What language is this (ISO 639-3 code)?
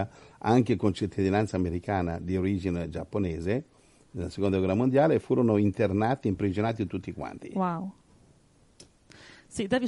ita